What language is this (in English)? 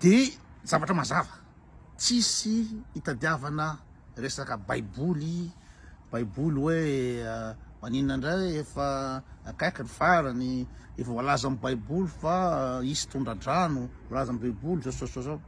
Malagasy